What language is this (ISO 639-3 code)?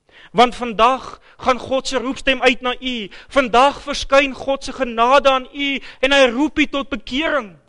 afr